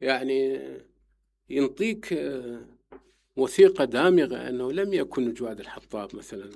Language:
Mesopotamian Arabic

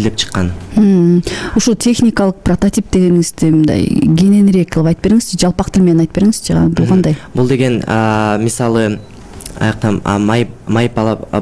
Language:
Kyrgyz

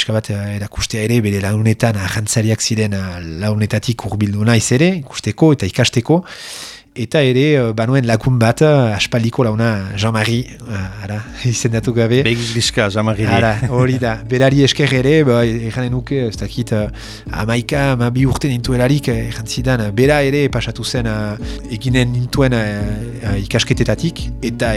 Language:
Basque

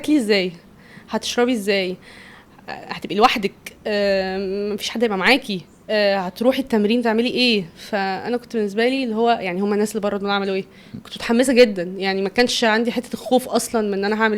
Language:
Egyptian Arabic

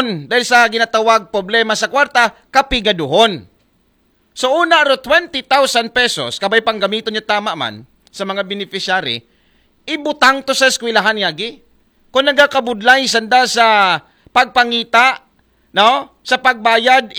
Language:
Aklanon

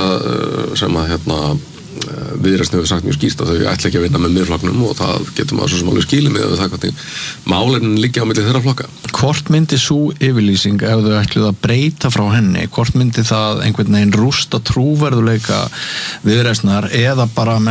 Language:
Icelandic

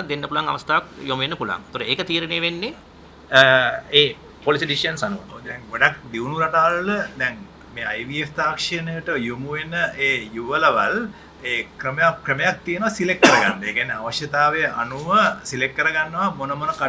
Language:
Sinhala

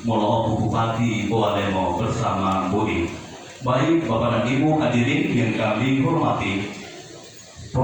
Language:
Gorontalo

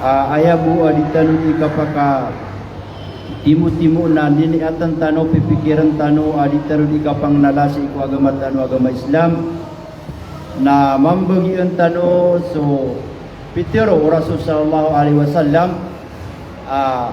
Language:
Maranao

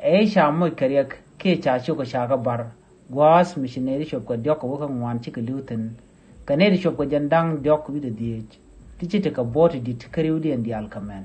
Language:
Nuer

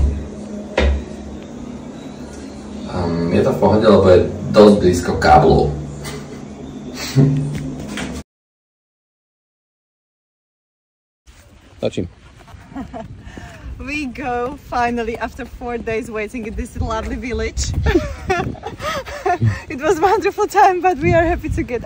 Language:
Slovak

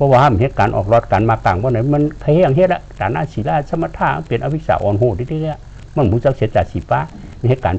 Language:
Shan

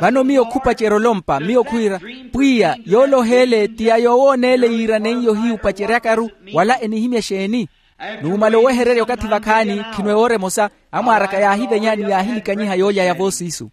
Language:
Makhuwa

